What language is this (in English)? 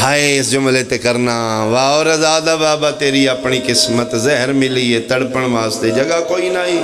Pahari-Potwari